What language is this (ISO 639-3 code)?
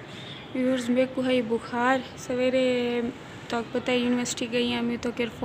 skr